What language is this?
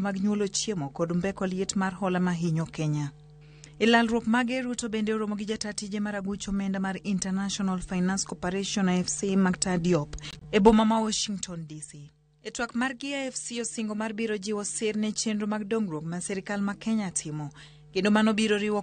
Luo (Kenya and Tanzania)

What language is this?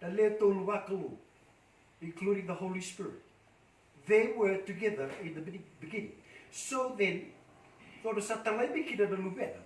Fijian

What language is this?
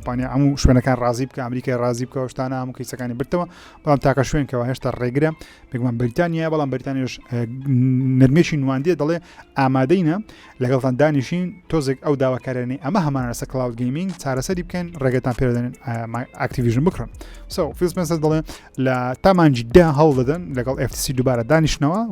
Central Kurdish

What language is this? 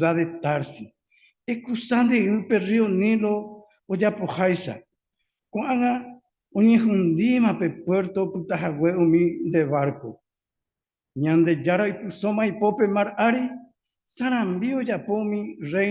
Guarani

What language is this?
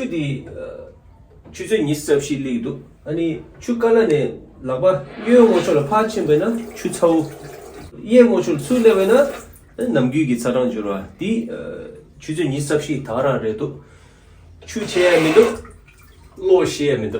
Tibetan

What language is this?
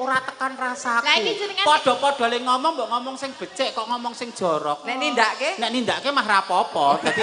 Javanese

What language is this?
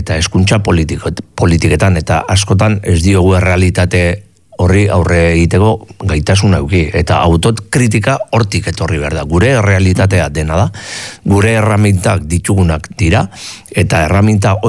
Basque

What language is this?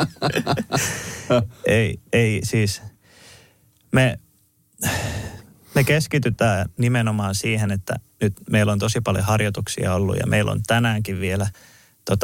Finnish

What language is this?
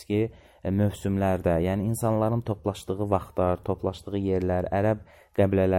Azerbaijani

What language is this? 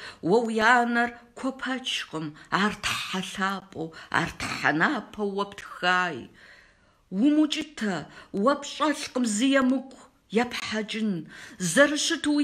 Kabardian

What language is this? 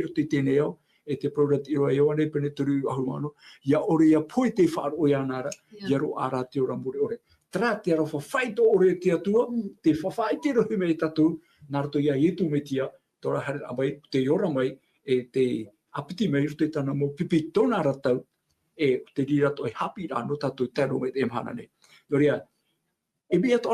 Tahitian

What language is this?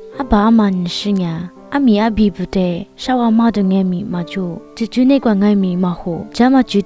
Lisu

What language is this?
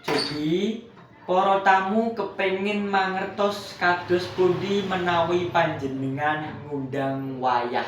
Javanese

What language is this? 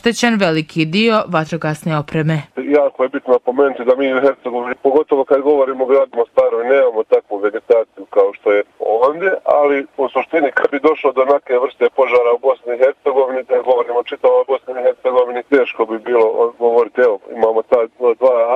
Bosnian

